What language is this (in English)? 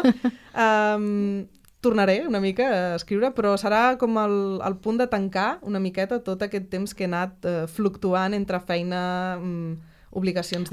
Catalan